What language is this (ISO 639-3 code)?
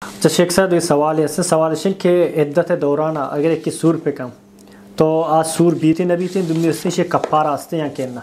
bal